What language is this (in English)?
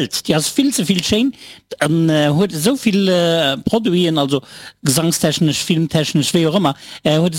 Luxembourgish